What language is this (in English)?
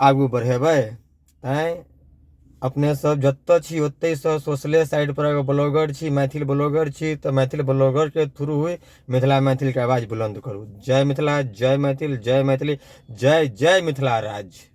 Maithili